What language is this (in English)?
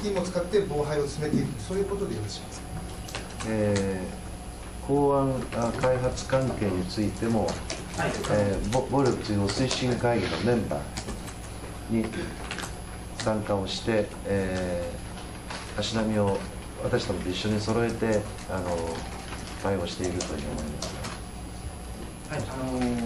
Japanese